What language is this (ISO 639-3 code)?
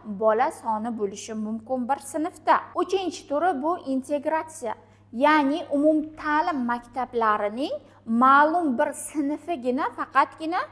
uzb